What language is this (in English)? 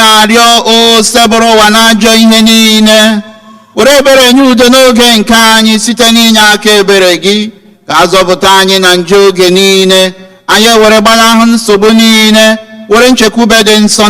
Igbo